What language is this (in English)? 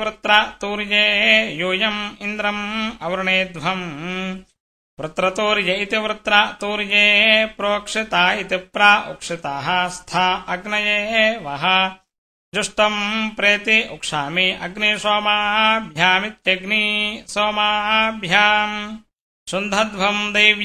Sanskrit